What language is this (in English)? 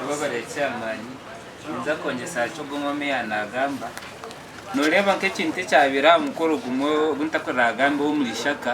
Nyankole